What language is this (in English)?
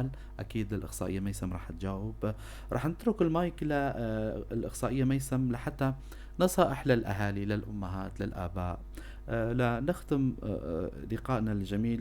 North Levantine Arabic